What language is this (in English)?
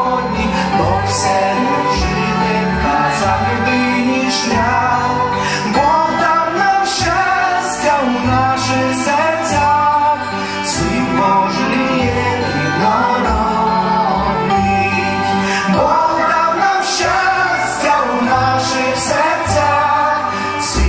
Ukrainian